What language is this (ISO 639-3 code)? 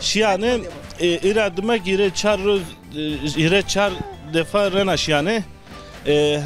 zza